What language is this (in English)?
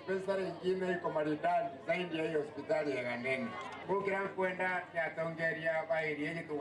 Meru